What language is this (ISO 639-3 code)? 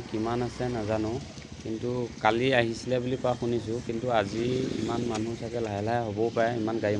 asm